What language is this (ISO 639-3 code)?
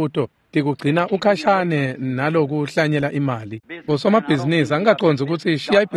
ssw